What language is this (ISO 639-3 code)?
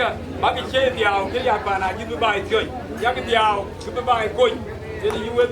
din